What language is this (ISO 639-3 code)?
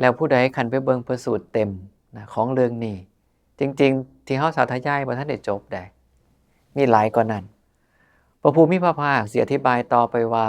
tts